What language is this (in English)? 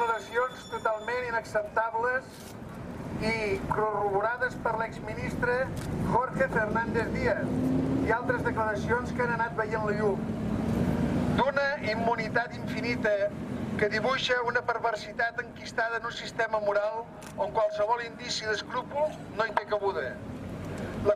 Catalan